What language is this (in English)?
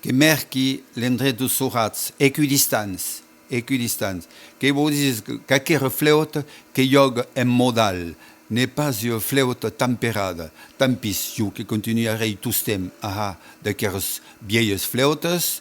Occitan